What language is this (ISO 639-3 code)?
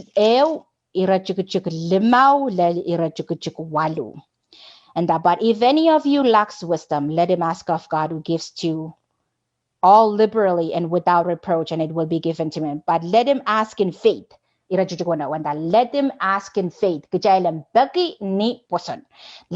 pon